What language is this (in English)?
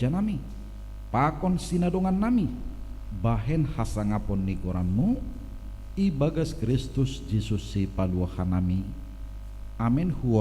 Batak Simalungun